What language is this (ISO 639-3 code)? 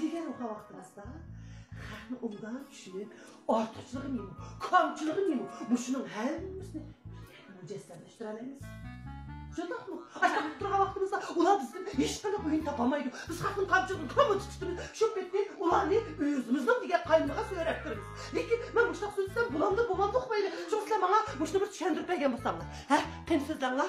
uig